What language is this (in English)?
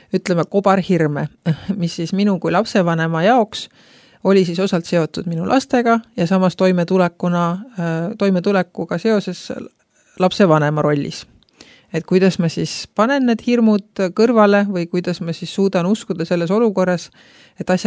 Estonian